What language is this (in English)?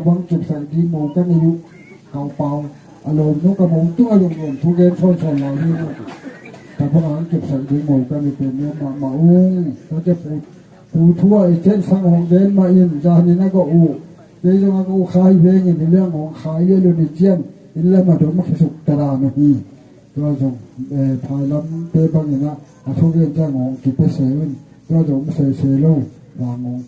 Tedim Chin